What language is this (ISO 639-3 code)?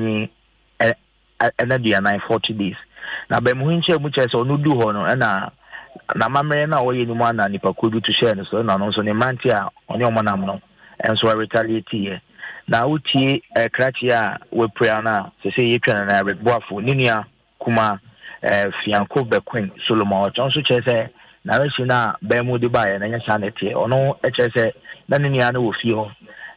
aka